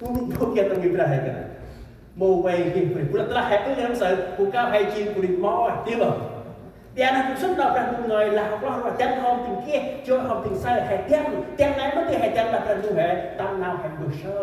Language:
Central Mnong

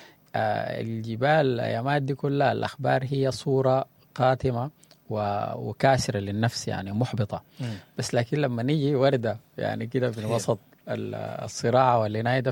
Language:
Sudanese Arabic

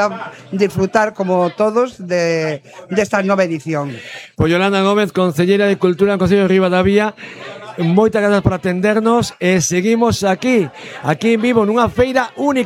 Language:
Galician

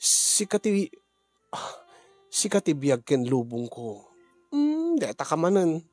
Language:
Iloko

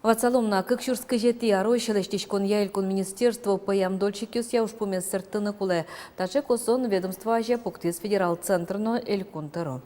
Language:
Udmurt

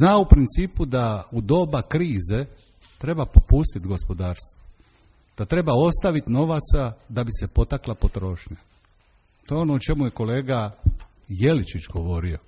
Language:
Croatian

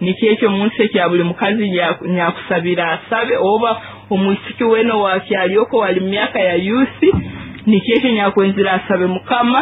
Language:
Nyoro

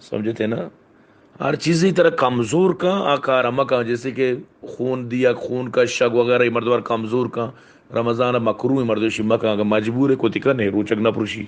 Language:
Baluchi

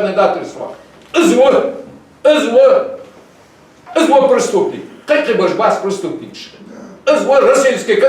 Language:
Ingush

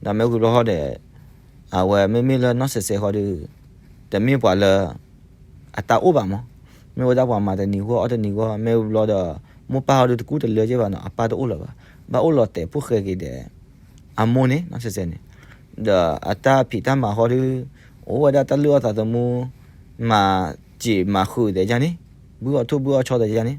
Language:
S'gaw Karen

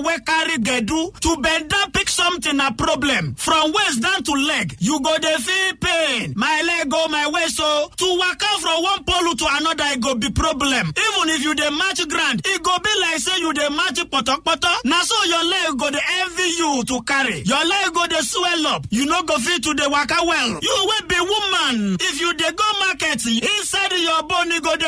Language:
Nigerian Pidgin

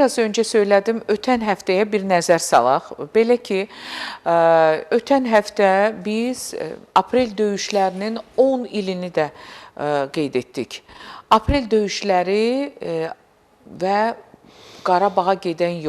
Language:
Azerbaijani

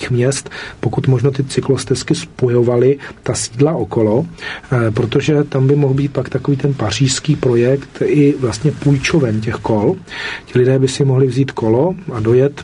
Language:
Czech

